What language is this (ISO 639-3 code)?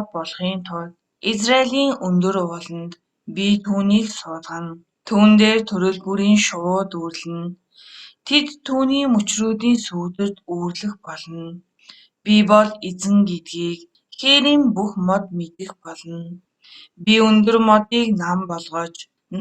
mon